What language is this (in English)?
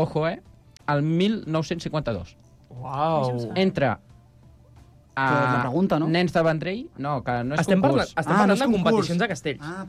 Catalan